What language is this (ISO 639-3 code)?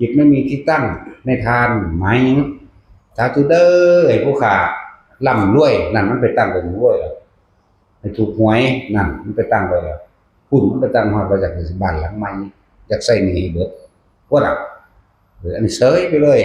tts